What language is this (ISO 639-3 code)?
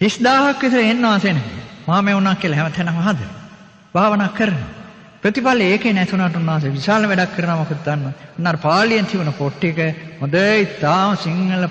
sin